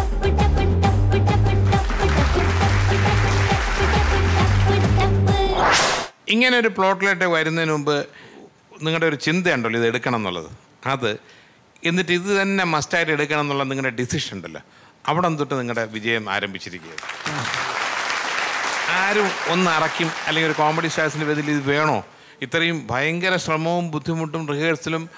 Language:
Malayalam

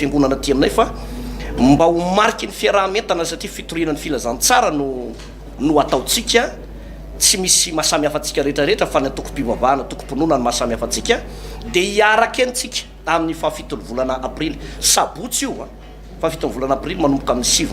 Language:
Malagasy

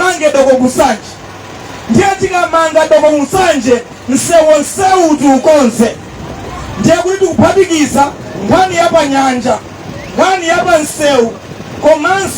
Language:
Nyanja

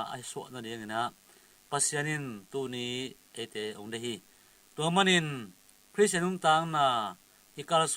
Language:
Tedim Chin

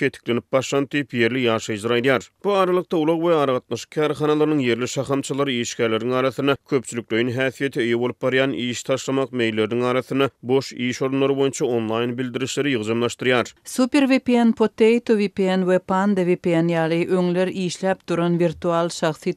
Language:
Turkmen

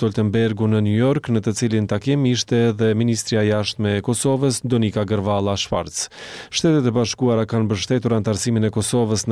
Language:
Albanian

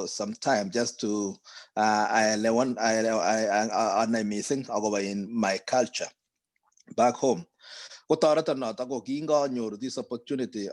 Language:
Kalenjin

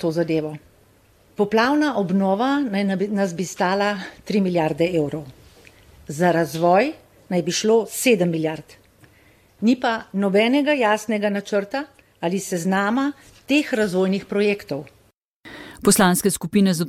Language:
Slovenian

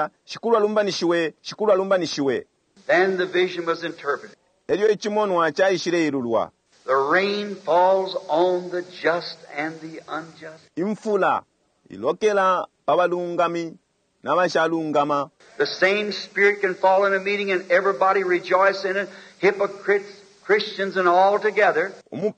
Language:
Bemba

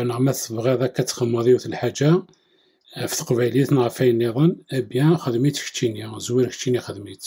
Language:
Kabyle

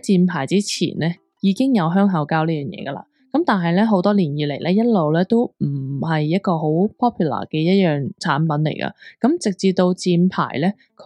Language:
Cantonese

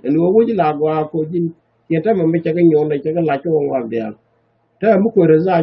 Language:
Nuer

